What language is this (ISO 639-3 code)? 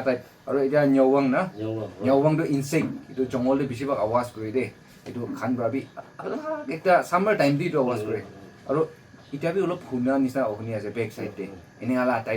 nag